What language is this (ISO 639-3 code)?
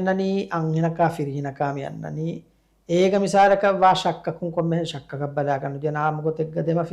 div